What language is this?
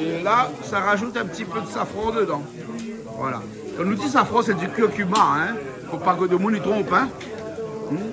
Réunion Creole French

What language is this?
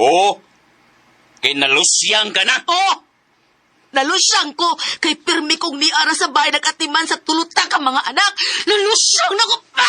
Cebuano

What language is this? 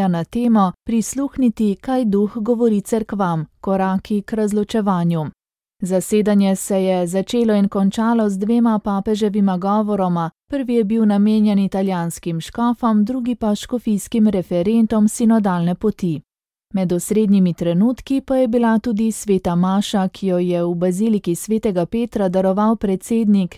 Slovenian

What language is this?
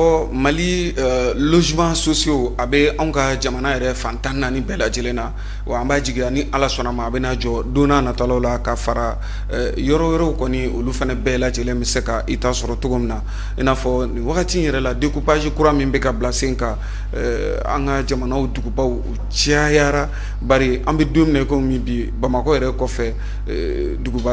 Bambara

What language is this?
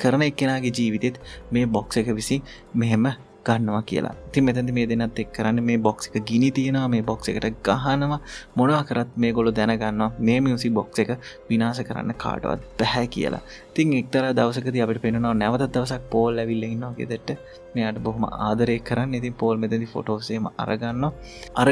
Sinhala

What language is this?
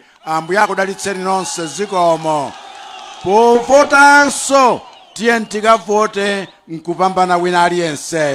Nyanja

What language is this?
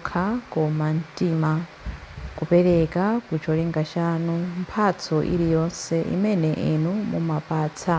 Nyanja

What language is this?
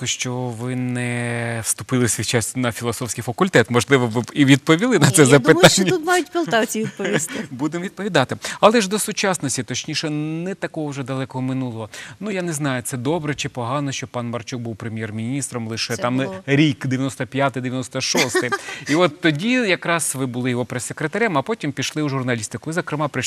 Ukrainian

